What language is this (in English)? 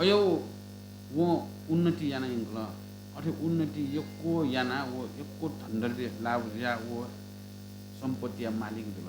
Newari